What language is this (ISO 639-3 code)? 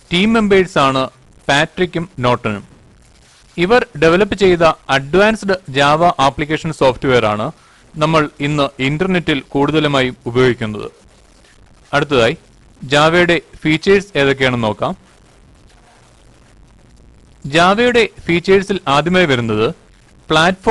mal